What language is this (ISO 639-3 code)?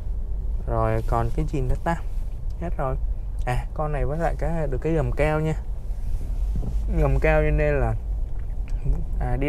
vie